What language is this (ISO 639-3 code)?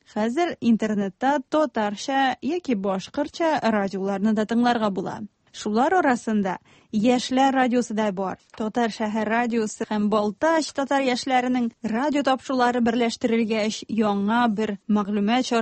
tat